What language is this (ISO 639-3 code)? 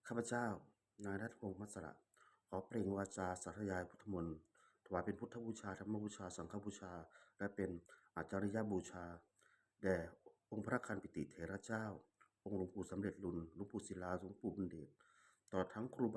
pli